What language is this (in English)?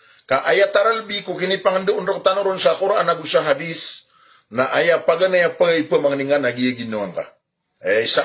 Maranao